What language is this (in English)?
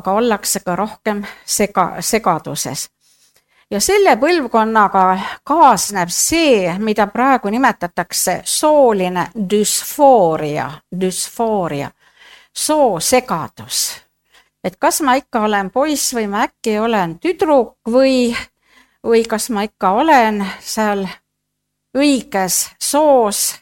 Estonian